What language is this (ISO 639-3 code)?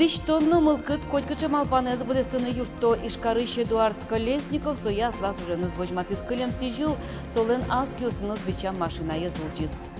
udm